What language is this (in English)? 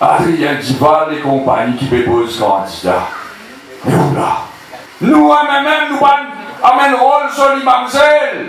Morisyen